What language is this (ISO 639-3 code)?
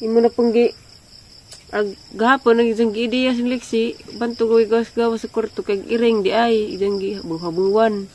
ceb